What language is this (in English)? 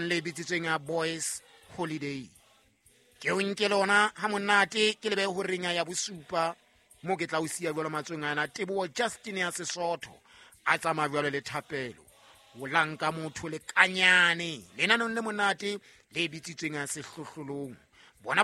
Southern Sotho